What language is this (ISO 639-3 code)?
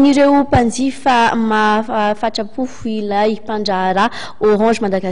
mlg